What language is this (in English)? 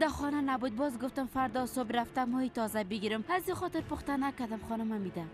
Persian